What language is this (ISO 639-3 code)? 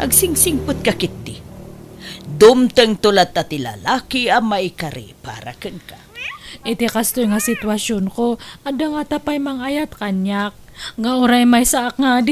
ilo